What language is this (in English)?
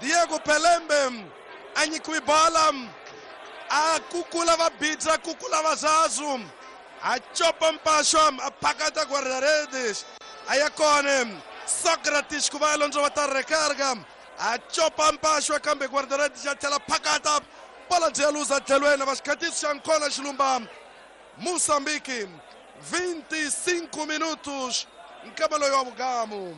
Tsonga